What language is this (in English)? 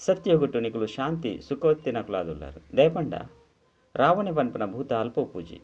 Tulu